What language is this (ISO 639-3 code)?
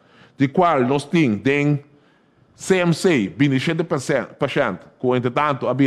pap